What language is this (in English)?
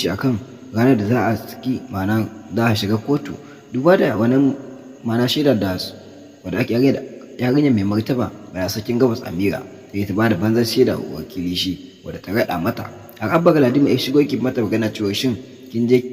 Hausa